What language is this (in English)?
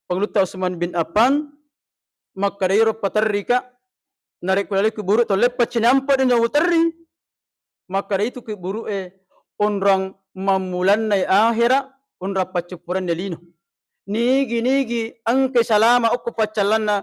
Buginese